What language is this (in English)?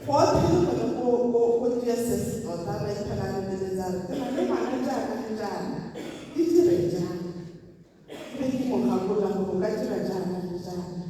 Tswana